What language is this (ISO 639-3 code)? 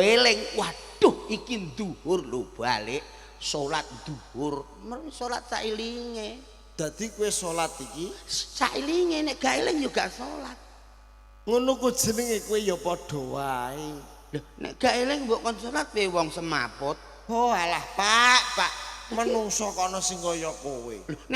jav